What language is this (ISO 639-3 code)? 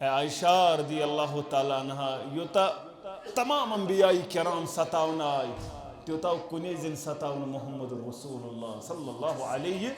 kas